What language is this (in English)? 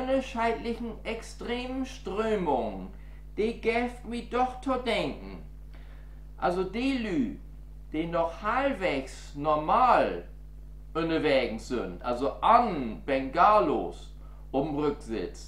Low German